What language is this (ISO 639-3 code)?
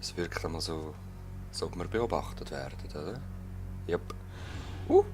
gsw